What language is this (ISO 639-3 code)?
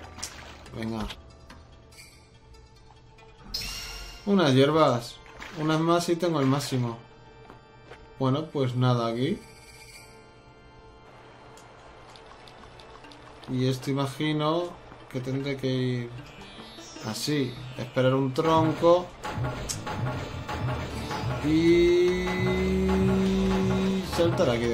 spa